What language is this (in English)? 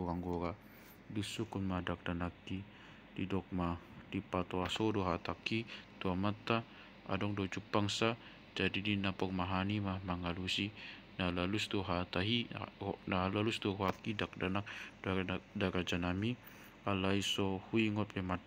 Batak Toba